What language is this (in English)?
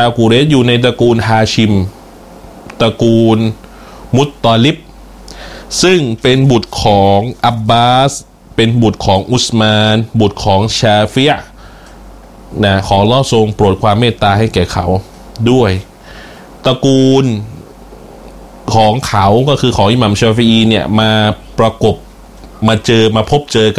Thai